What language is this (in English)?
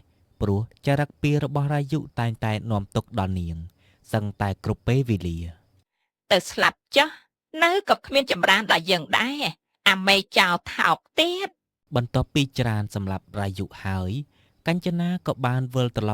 Khmer